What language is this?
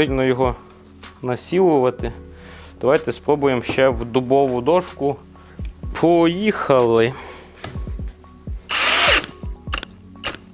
Ukrainian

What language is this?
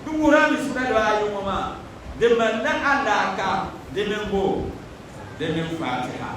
Dagbani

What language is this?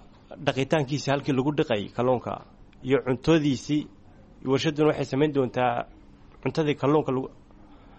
Somali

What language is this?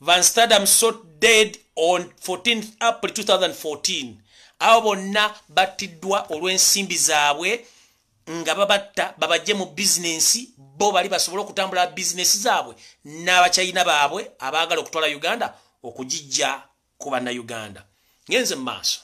Ganda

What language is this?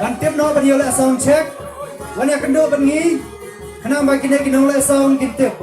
Khasi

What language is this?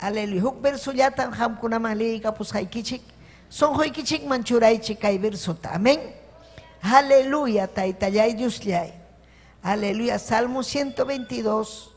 Ayacucho Quechua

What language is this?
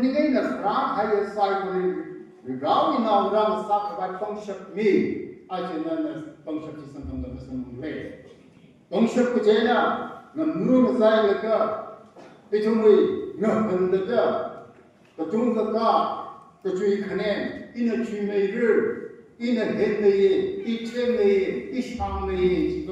Tangkhul Naga (India)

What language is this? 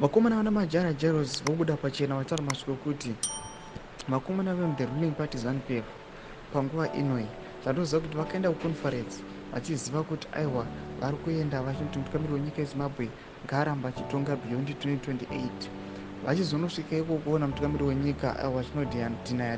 Shona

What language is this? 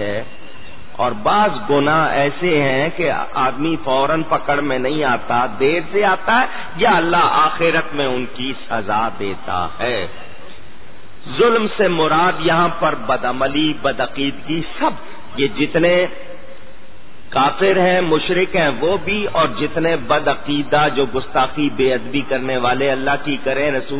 Urdu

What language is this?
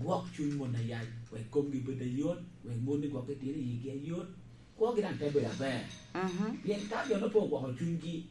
Lango (Uganda)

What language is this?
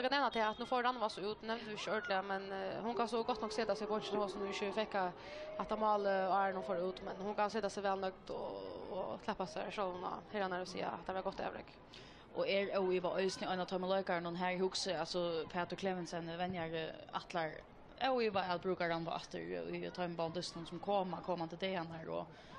Faroese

